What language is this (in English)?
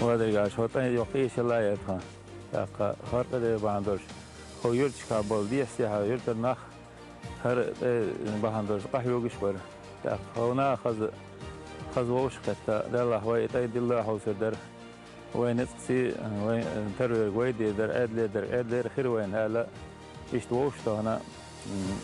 Chechen